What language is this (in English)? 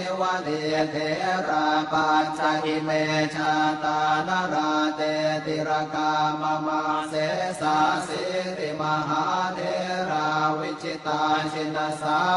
Pali